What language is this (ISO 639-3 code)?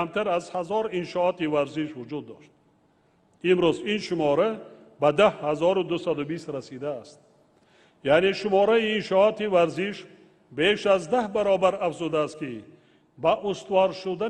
tgk